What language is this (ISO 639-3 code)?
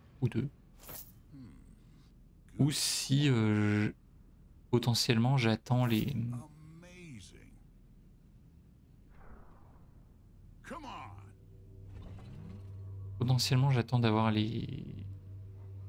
fra